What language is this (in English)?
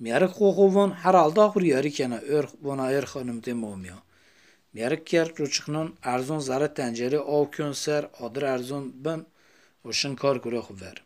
Zaza